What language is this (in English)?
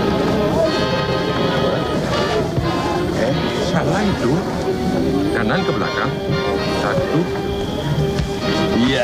Indonesian